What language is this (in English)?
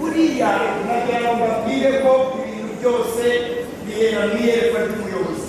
Kinyarwanda